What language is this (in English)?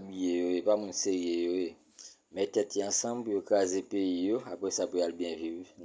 Haitian Creole